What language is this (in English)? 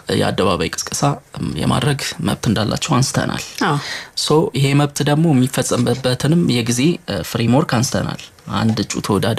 Amharic